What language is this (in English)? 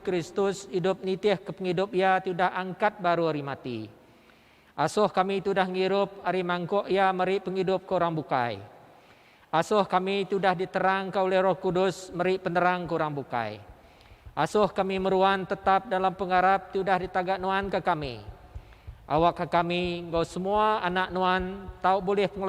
Iban